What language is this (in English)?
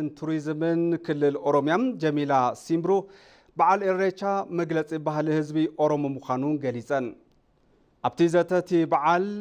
Tigrinya